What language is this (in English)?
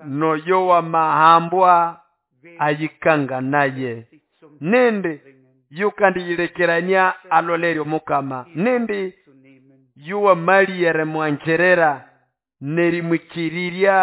Nande